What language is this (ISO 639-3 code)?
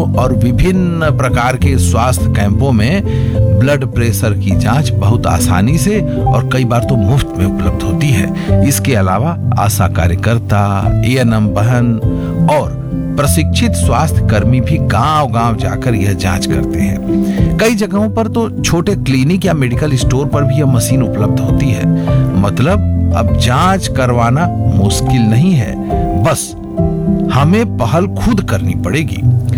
hin